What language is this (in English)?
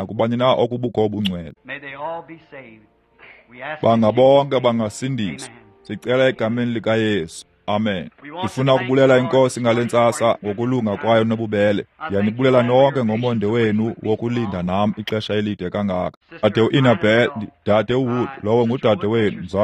Xhosa